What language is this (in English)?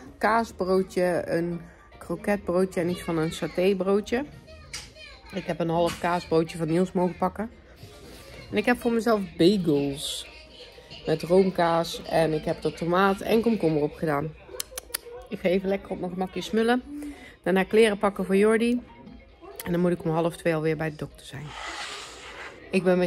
Dutch